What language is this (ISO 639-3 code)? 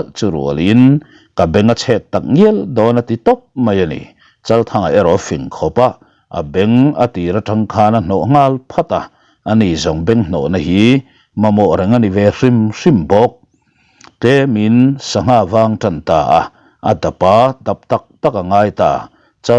lus